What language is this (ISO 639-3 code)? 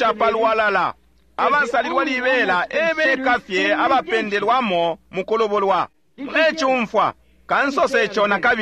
bem